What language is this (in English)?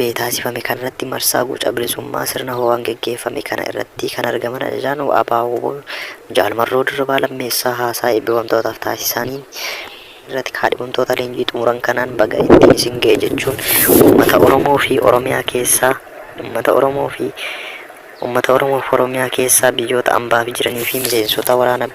Oromo